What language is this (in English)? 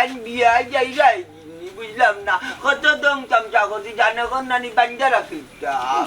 Sylheti